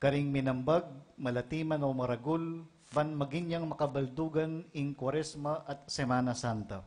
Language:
Pampanga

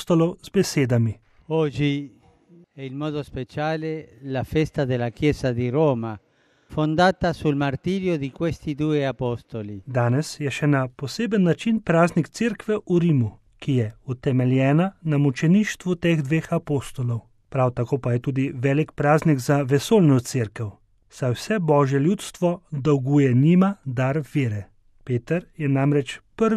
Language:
Slovenian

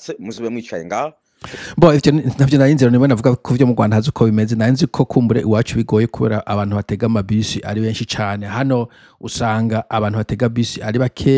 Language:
Rundi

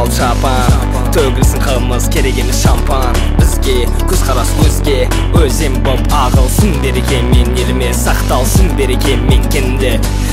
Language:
Kazakh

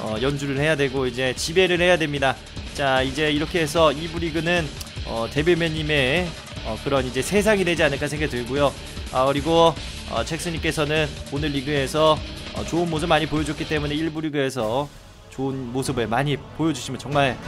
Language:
Korean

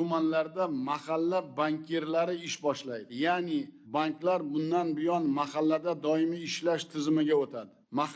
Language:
Uzbek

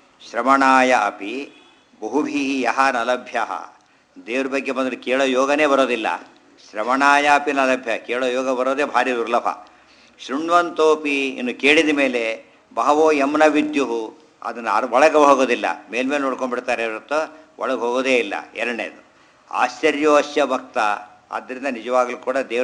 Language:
Kannada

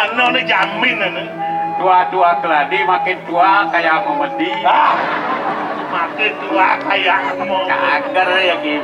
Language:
Balinese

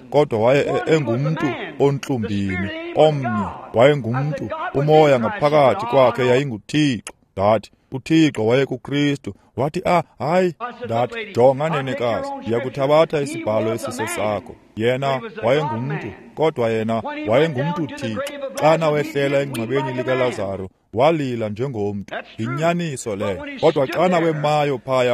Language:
Xhosa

